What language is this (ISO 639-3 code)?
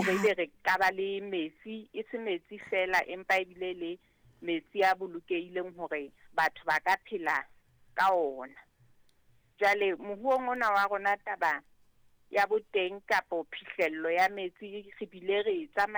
sot